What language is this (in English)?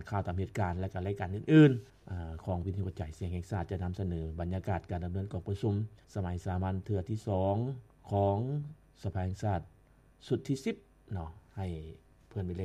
Lao